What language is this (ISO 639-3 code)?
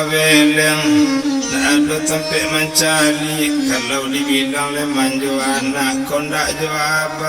min